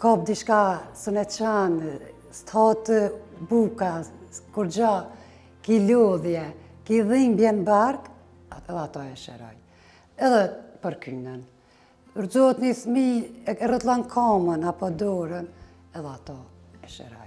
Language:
Albanian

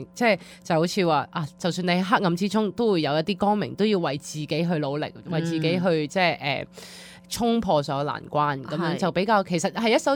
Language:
Cantonese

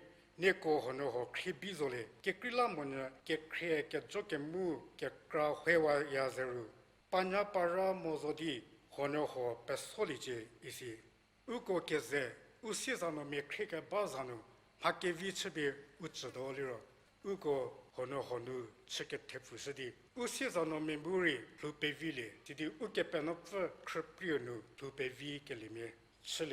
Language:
Angami Naga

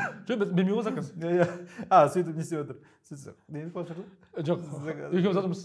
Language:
Kazakh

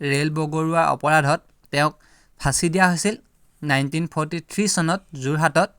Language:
Assamese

